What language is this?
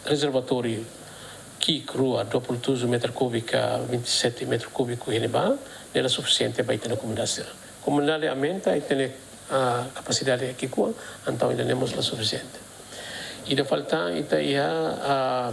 Tetum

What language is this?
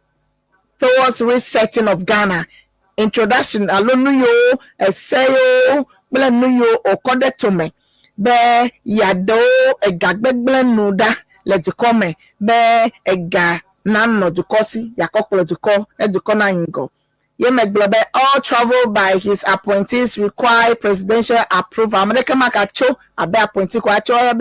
Ewe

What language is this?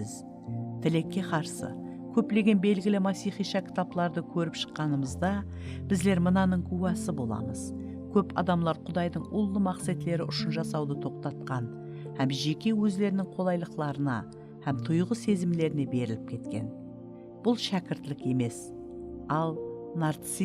Kara-Kalpak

